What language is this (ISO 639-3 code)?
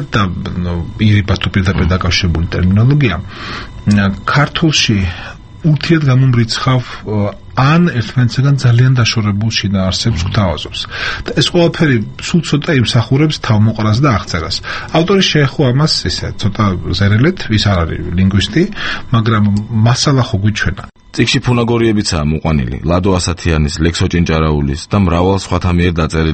kat